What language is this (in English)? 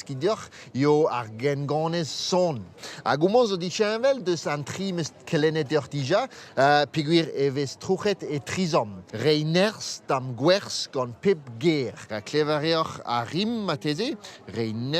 Breton